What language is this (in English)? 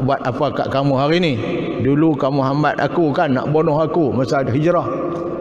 Malay